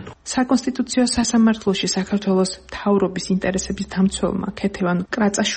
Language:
Georgian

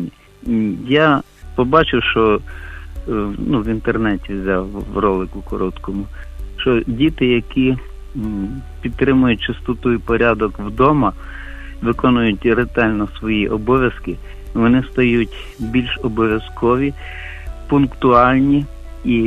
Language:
Ukrainian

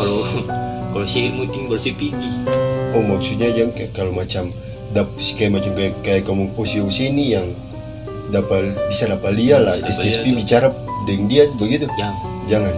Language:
Ambonese Malay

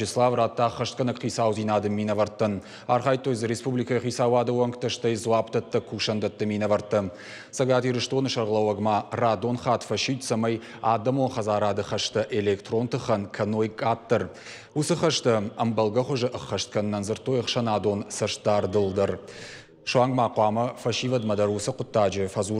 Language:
Ossetic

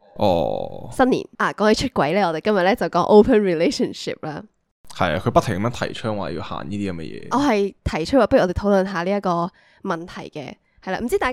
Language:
Cantonese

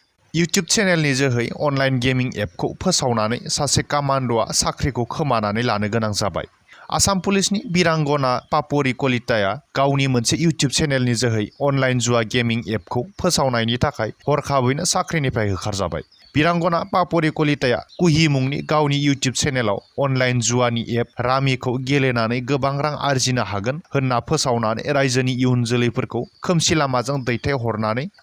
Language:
Bodo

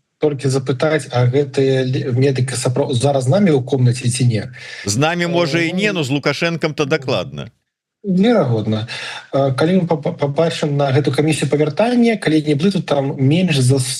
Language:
Belarusian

